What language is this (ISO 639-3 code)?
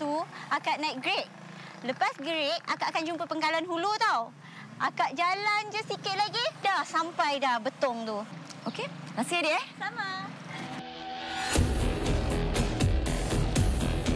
msa